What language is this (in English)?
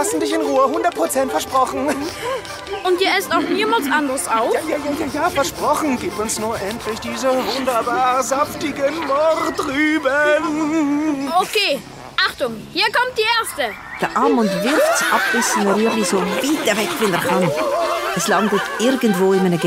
Swiss German